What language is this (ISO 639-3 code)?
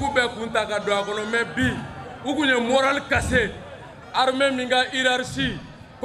bam